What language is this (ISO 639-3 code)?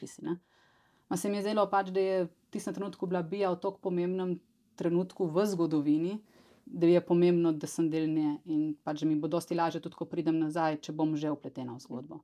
slv